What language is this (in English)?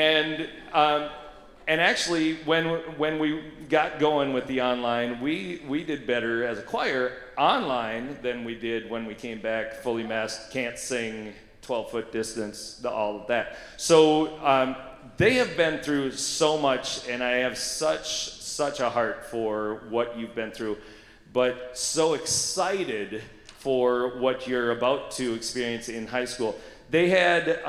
English